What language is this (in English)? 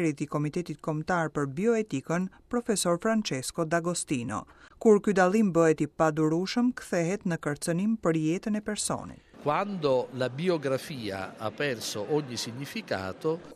Albanian